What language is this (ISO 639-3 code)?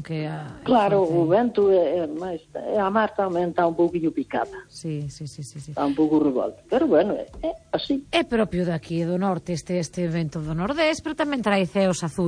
glg